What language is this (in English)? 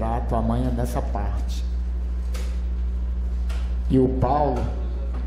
Portuguese